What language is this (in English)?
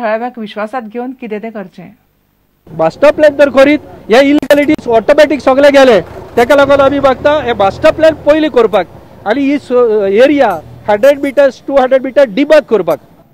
Konkani